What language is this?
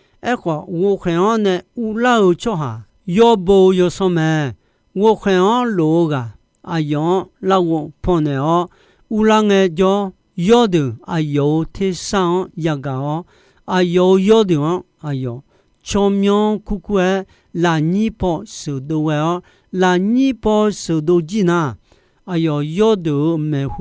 Akha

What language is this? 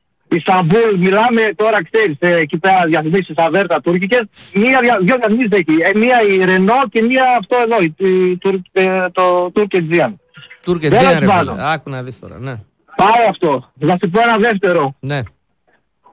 Greek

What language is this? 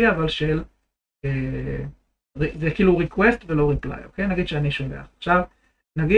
Hebrew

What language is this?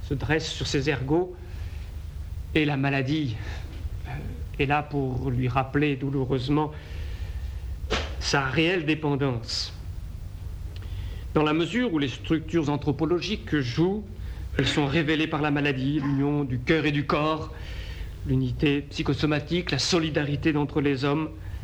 French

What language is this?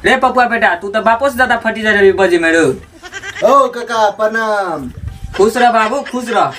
Maithili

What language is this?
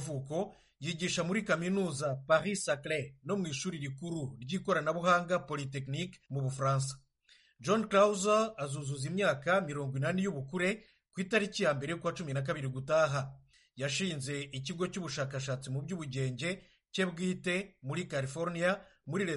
Kinyarwanda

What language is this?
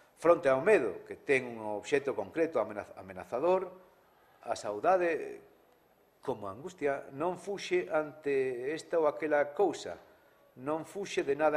Galician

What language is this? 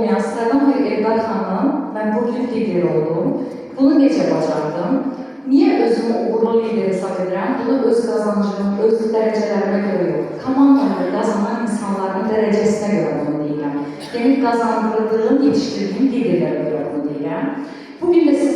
Azerbaijani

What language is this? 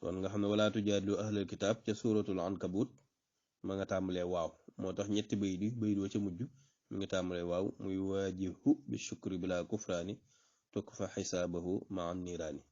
Wolof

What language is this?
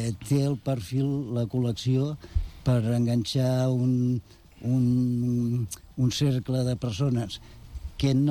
Catalan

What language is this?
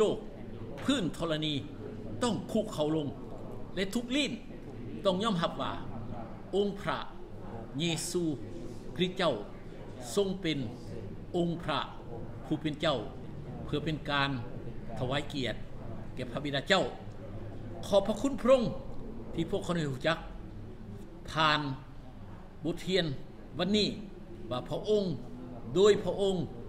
Thai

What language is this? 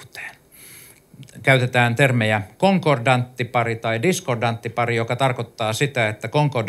Finnish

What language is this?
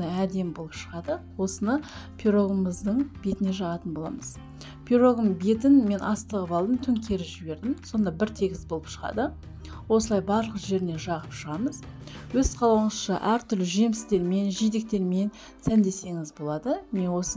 Kazakh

